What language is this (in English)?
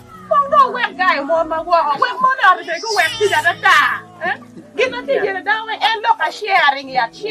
Acoli